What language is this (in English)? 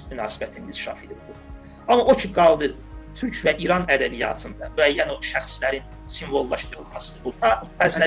Azerbaijani